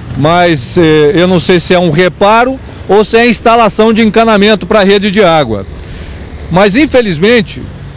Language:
Portuguese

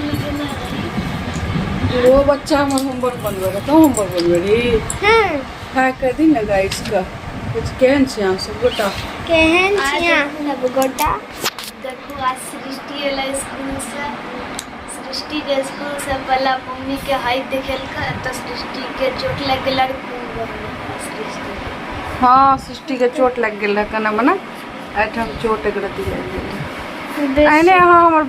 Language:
Maithili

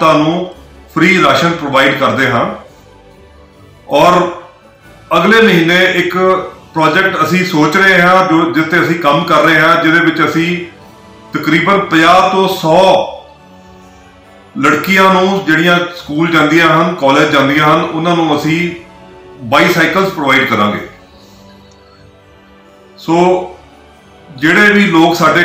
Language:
Punjabi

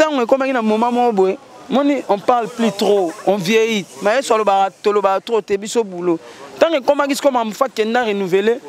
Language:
Lingala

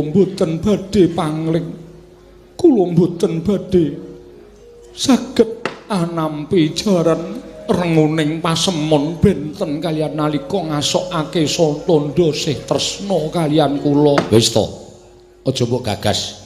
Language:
Javanese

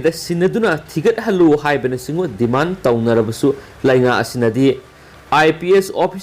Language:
Manipuri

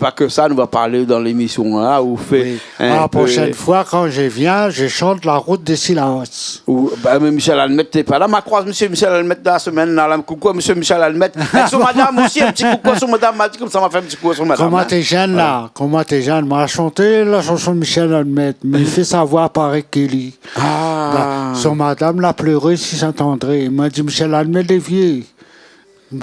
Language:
Réunion Creole French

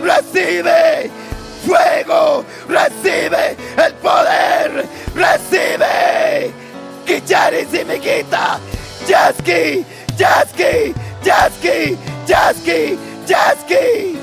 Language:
Ayacucho Quechua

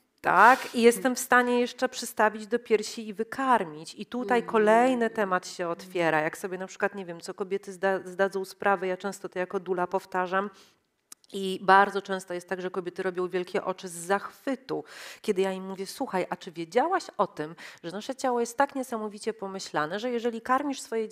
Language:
Polish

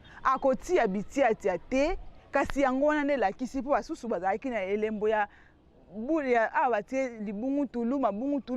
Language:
Lingala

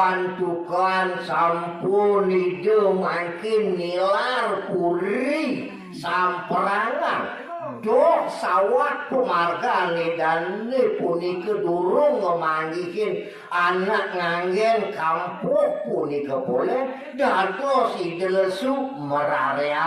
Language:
Balinese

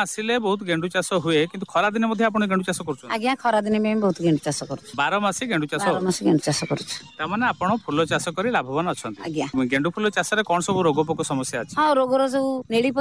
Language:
Odia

